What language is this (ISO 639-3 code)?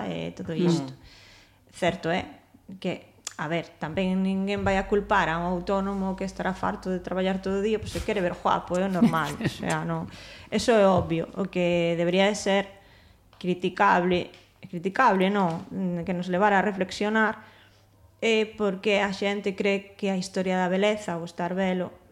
glg